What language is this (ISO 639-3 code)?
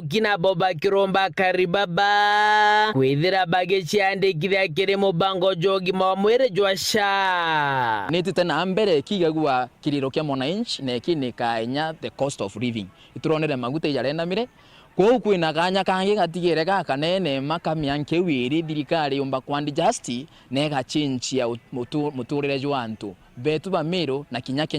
mer